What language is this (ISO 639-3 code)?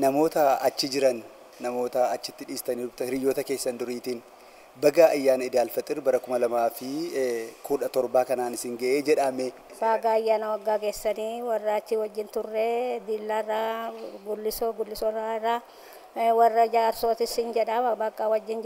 orm